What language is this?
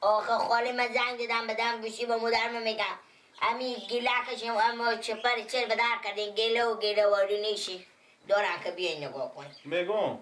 Persian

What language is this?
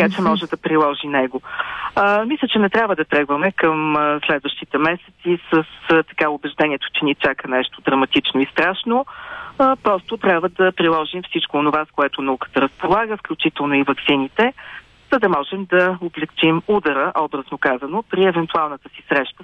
Bulgarian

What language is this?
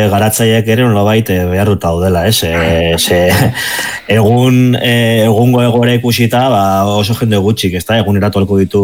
Basque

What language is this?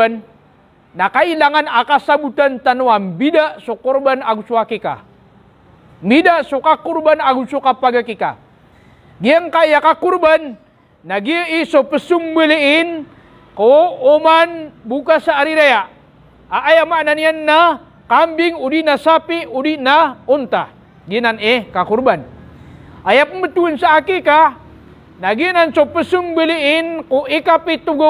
Maranao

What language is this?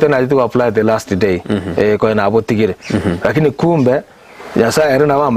Gusii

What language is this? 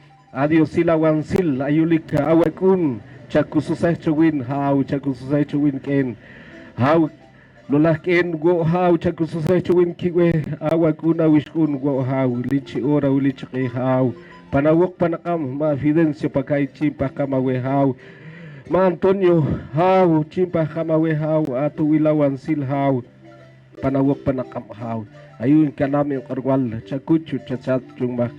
Poqomchi'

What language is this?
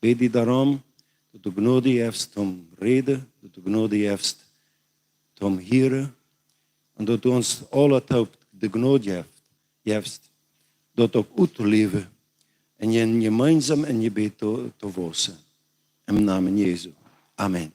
Plautdietsch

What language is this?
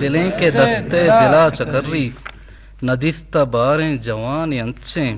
Eastern Balochi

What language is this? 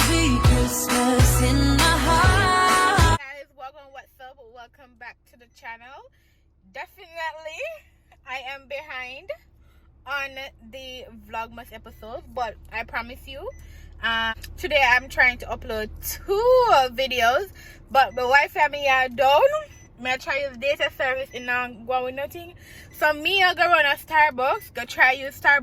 Jamaican Creole English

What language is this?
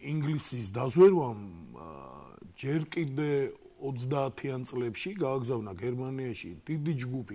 Georgian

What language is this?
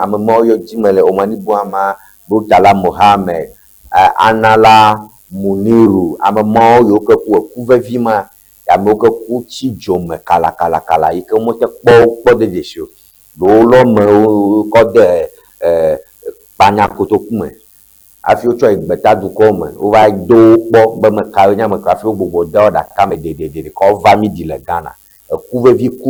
Ewe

